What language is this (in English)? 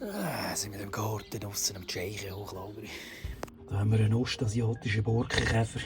Swiss German